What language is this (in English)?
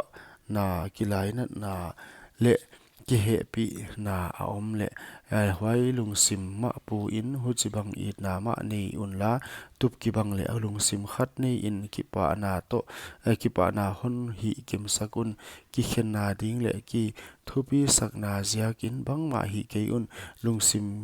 Paite Chin